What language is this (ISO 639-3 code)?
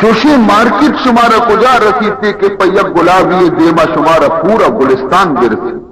bal